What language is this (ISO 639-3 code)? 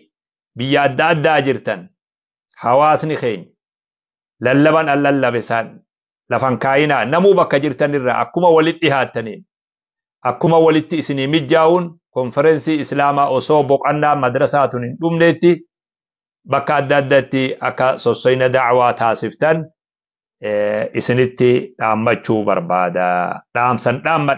orm